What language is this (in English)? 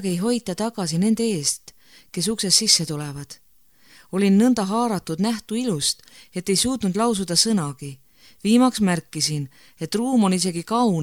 Estonian